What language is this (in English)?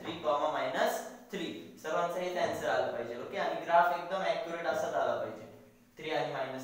Marathi